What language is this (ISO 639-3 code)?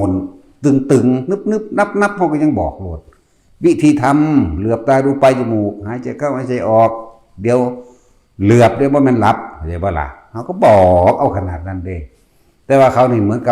tts